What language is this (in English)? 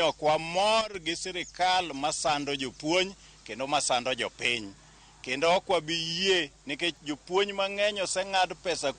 Luo (Kenya and Tanzania)